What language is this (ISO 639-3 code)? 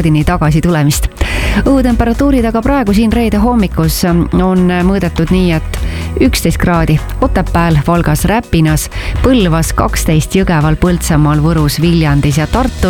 est